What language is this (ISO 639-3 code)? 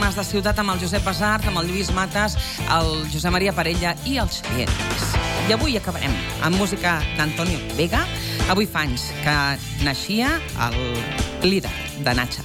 cat